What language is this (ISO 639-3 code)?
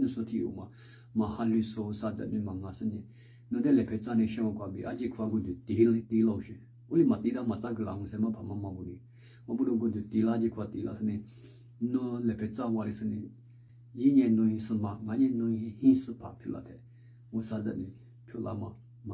lis